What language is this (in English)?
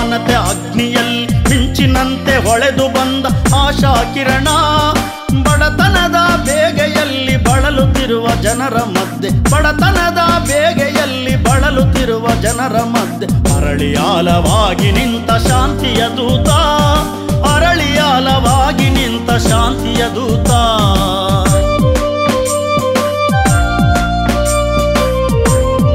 Kannada